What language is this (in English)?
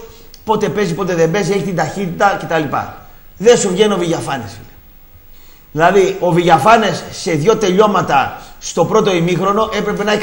Greek